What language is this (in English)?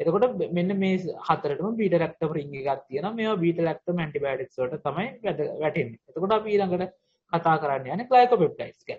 Sinhala